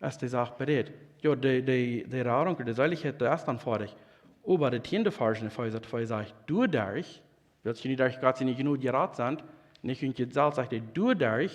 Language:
Plautdietsch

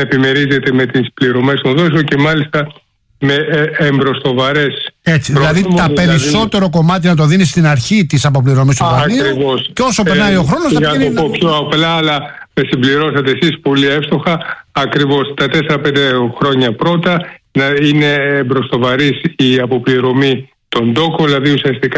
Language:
Greek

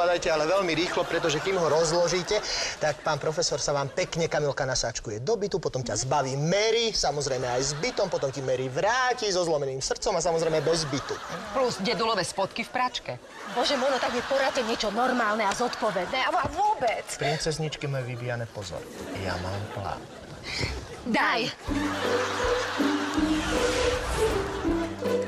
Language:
Slovak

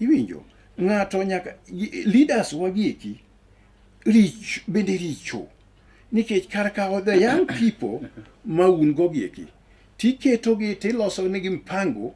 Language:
Luo (Kenya and Tanzania)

